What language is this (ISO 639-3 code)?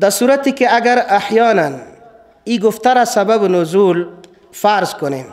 fas